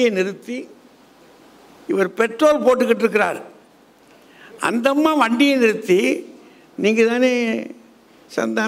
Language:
Tamil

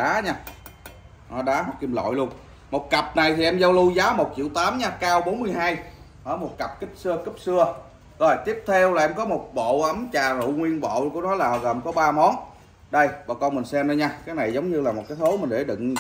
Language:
Vietnamese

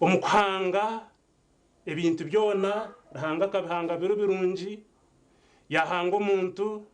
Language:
Nyankole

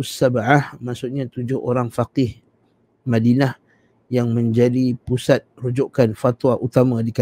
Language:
Malay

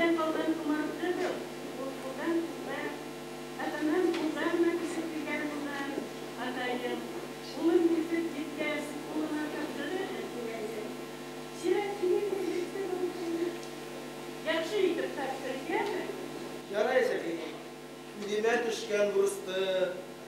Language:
Bashkir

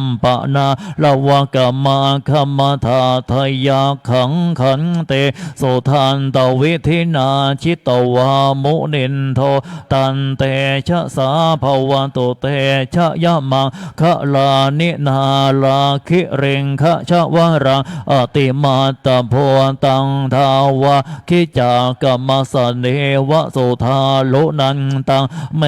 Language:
Pali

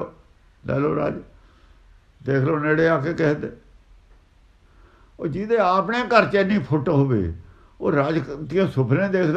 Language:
Punjabi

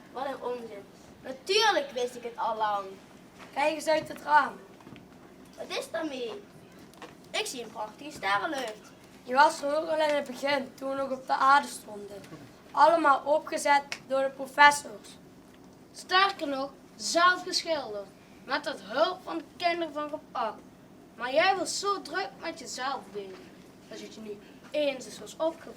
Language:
Limburgish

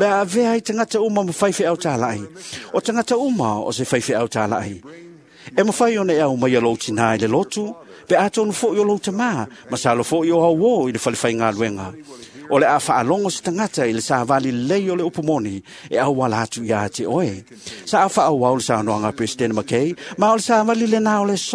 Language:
Samoan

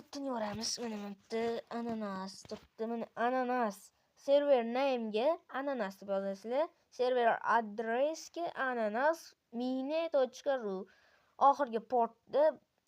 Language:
Uzbek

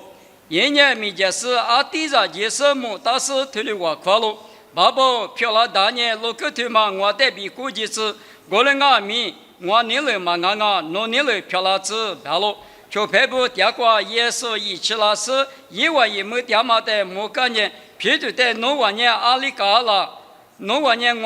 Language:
Lisu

